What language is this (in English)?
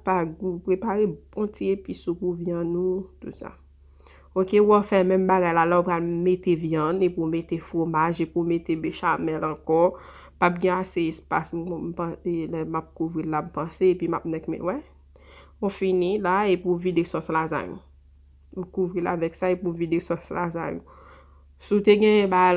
Haitian Creole